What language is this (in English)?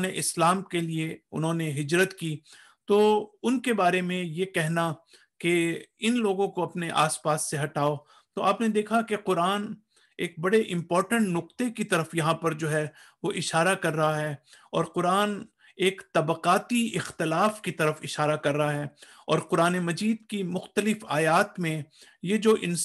Urdu